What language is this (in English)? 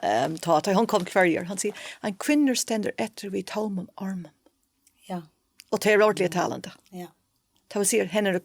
Faroese